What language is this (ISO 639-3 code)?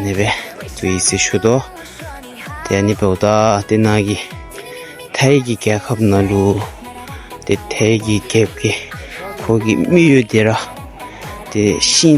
dzo